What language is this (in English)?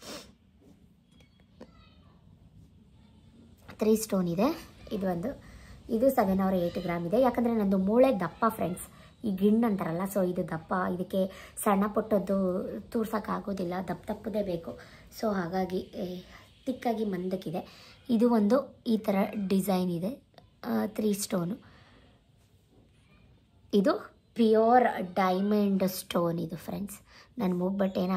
Kannada